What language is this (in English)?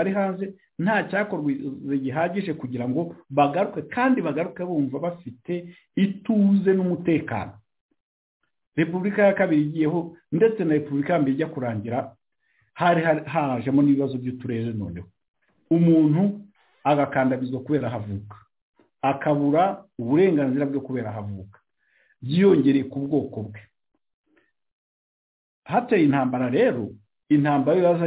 Kinyarwanda